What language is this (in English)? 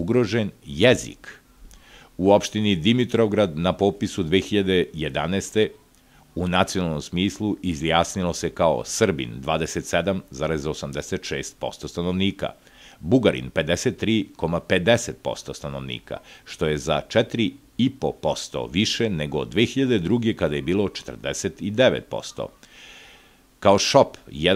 Serbian